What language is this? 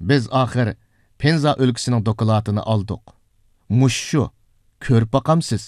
Uyghur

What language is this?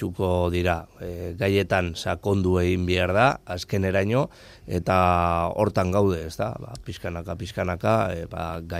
Basque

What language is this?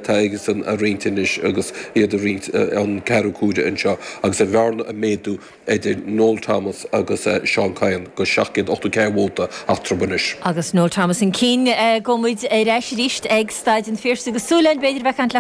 Irish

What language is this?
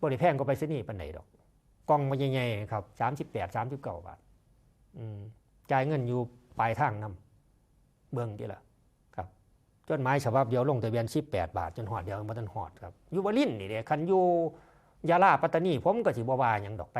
Northeastern Thai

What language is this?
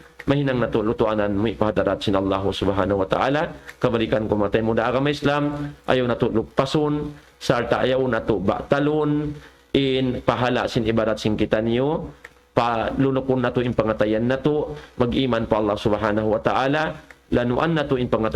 Tausug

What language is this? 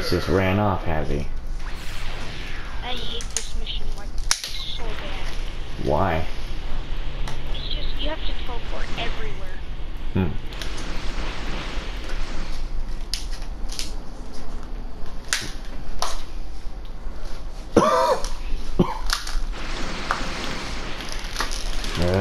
English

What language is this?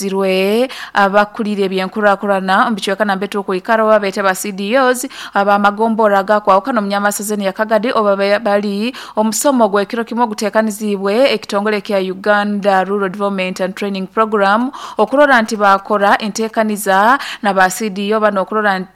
Nyoro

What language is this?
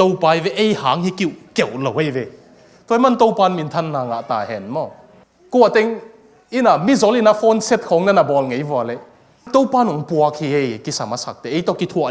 Tedim Chin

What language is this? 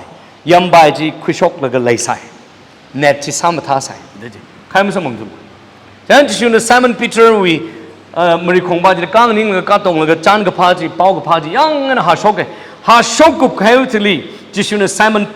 Tangkhul Naga (India)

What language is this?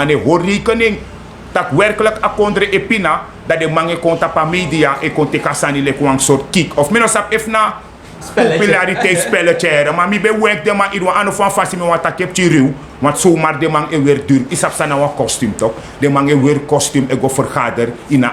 Sranan Tongo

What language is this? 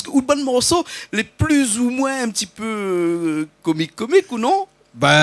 Réunion Creole French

